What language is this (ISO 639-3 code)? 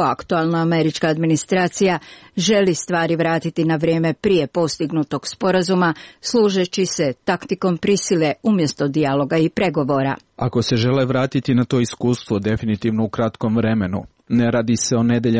srp